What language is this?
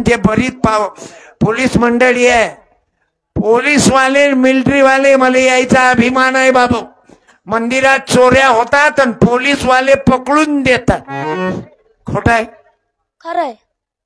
Marathi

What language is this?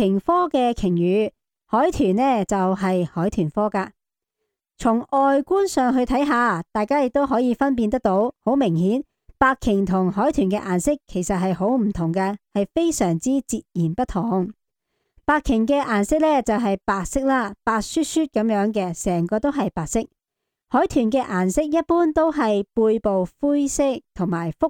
Cantonese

